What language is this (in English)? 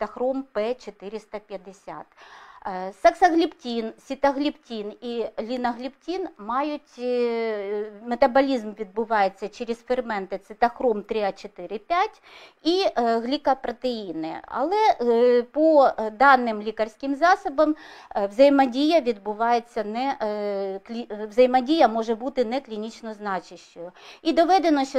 Ukrainian